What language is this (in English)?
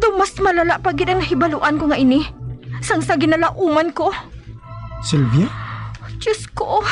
Hiligaynon